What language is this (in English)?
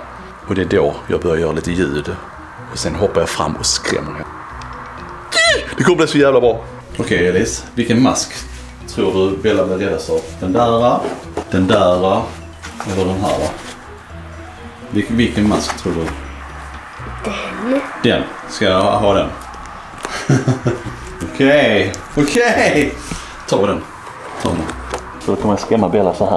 Swedish